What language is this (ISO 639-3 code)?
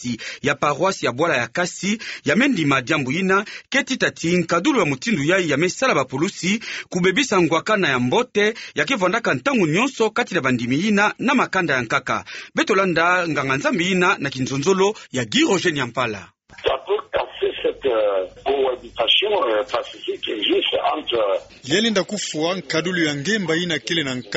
ktu